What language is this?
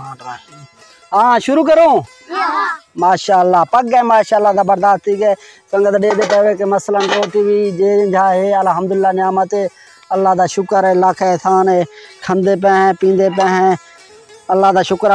Saraiki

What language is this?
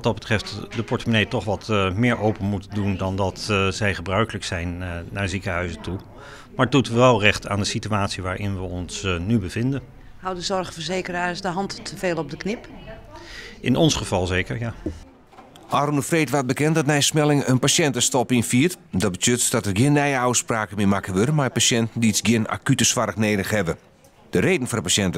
Western Frisian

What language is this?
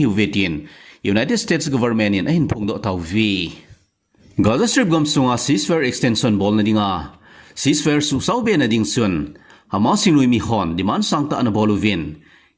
Thado Chin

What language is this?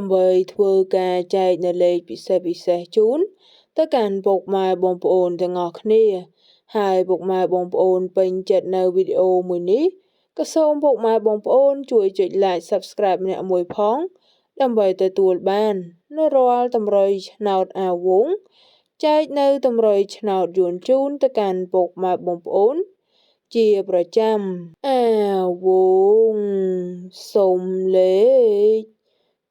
Khmer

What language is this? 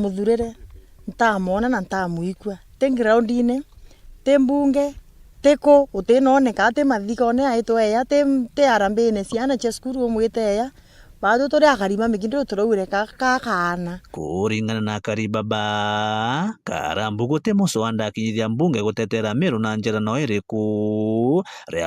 Meru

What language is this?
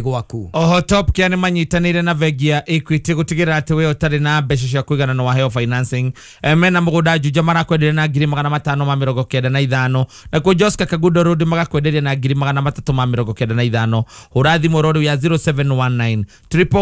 Kikuyu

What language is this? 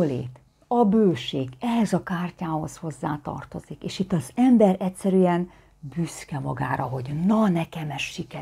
Hungarian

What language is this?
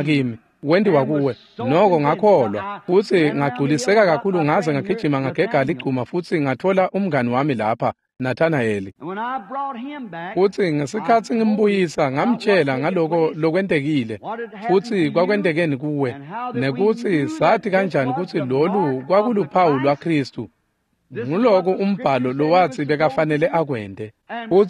Swati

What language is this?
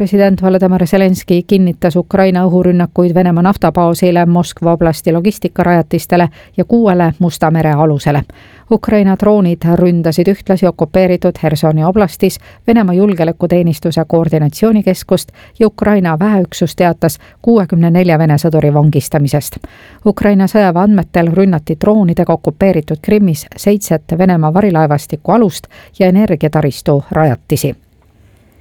Estonian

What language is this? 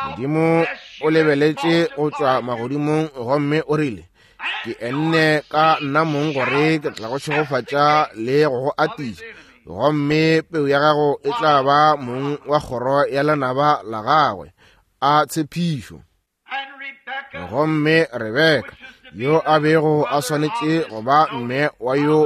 Northern Sotho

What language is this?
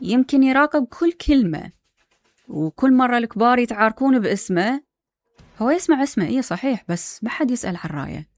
Mesopotamian Arabic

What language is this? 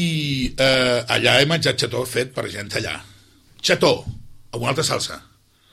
Catalan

